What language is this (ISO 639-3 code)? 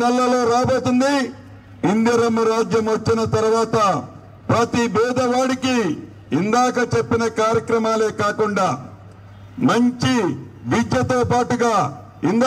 tel